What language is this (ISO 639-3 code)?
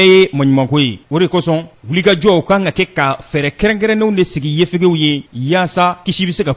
bam